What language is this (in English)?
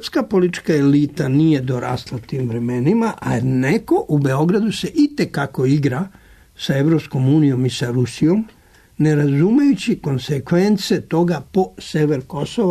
Serbian